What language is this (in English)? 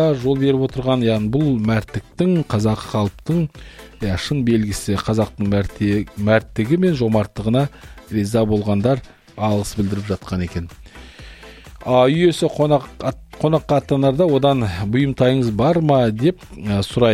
Kazakh